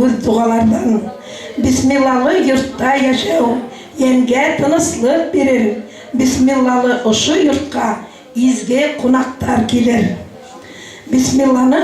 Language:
Bashkir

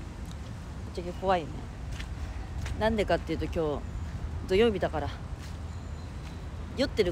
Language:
Japanese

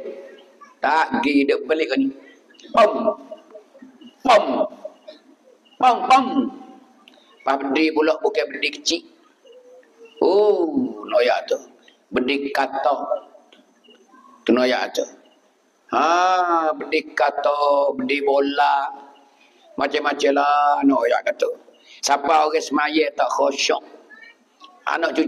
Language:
Pattani Malay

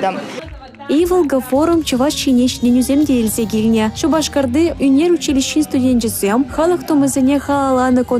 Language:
Chuvash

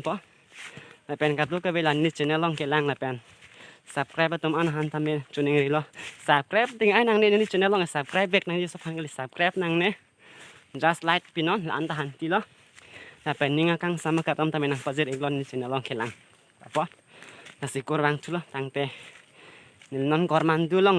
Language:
Karbi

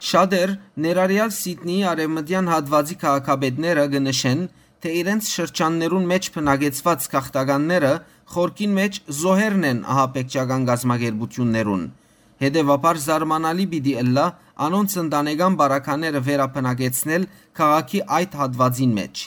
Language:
Western Armenian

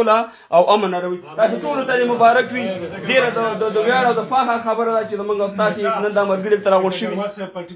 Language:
Pashto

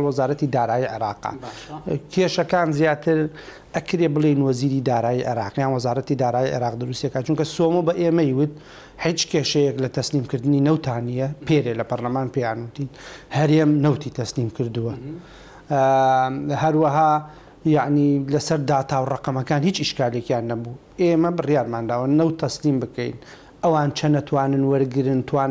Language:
Central Kurdish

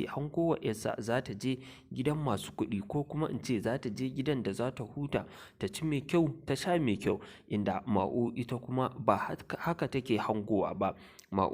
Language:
Hausa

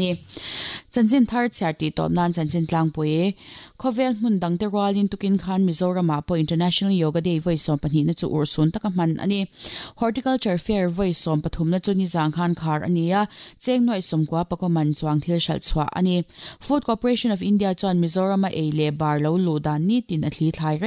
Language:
Mizo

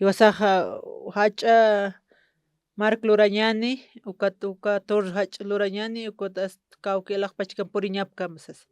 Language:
Aymara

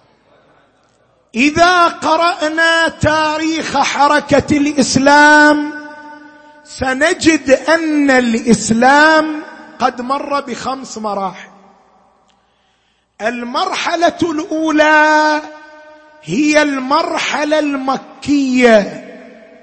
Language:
Arabic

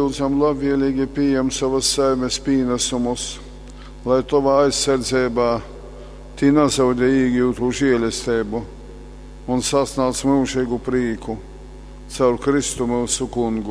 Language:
Latgalian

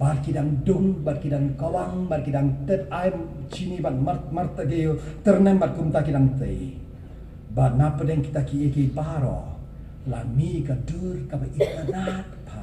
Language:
Khasi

